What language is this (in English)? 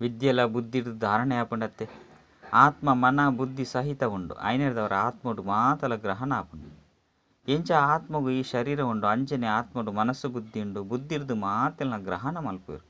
Tulu